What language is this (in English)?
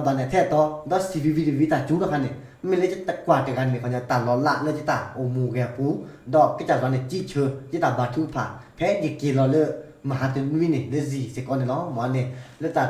S'gaw Karen